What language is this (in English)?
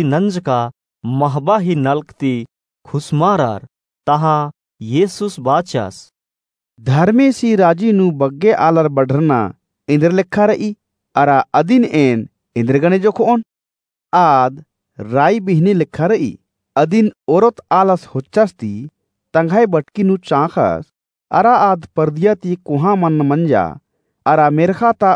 Kurukh